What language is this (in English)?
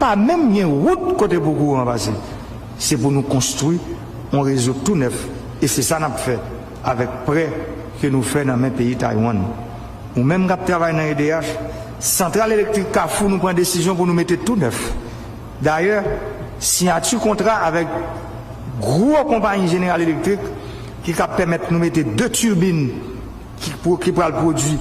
Haitian Creole